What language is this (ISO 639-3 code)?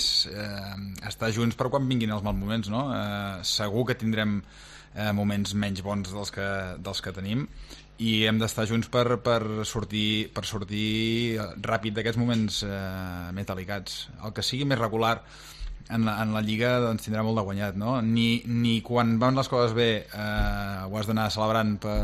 cat